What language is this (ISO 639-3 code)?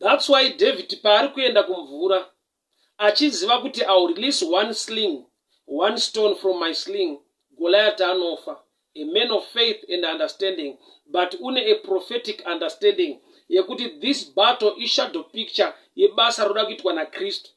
sna